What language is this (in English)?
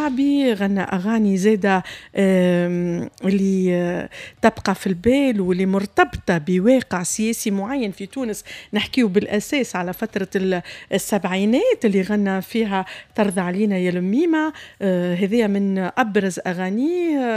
Tunisian Arabic